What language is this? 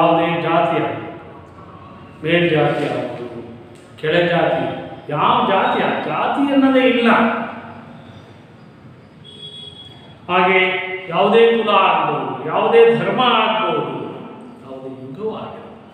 Kannada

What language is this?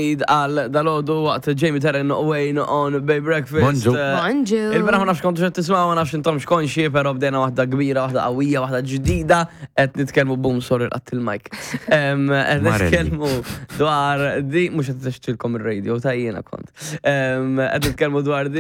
Maltese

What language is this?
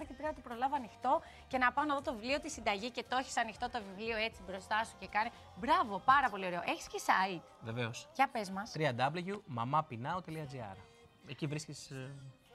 Greek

